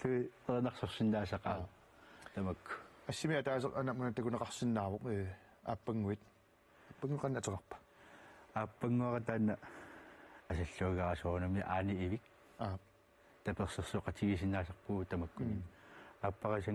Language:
Kalaallisut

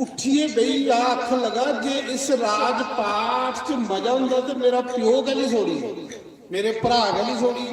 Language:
Dogri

